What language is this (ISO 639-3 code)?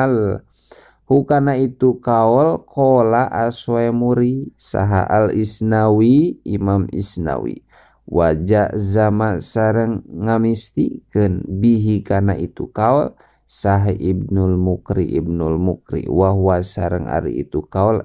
sun